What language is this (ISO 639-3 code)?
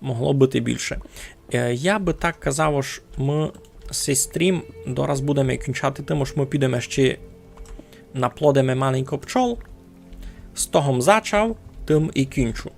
rue